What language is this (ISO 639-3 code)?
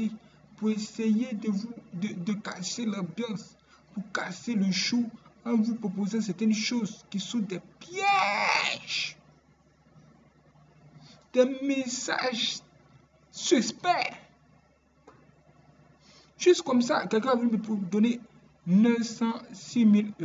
fra